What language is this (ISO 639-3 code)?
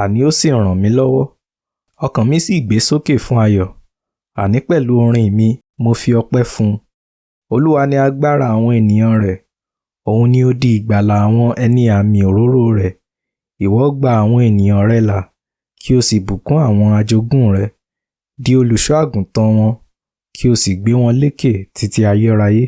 yor